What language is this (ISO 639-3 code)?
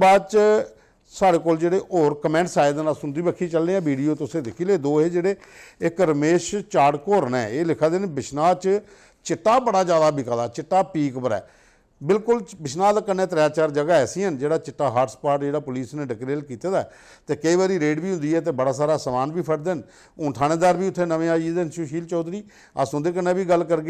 doi